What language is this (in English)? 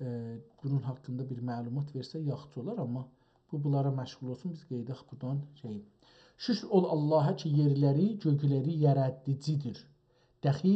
South Azerbaijani